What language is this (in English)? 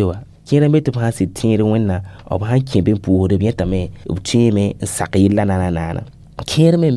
Mossi